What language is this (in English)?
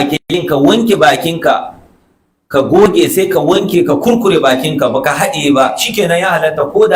Hausa